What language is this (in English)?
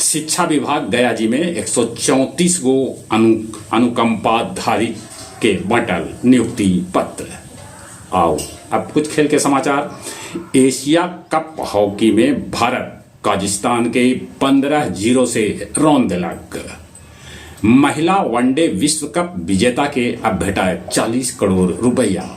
Magahi